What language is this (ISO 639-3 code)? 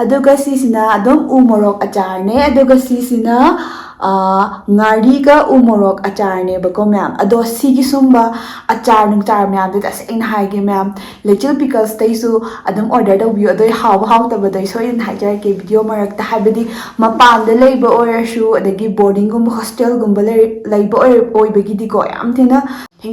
mni